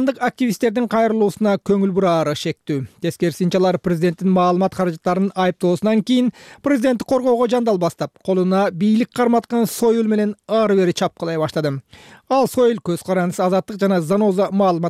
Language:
Kyrgyz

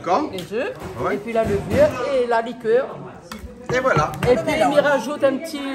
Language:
Réunion Creole French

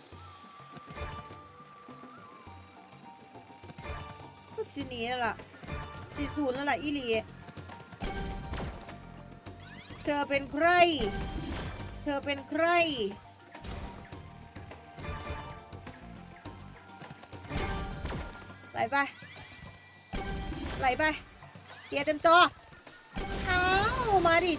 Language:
Thai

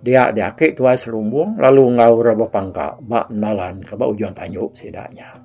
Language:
Iban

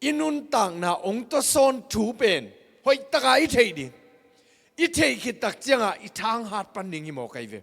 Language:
Tedim Chin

